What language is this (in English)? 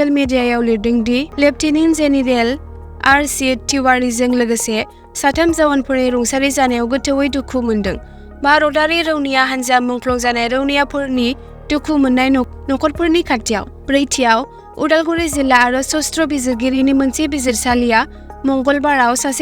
Bodo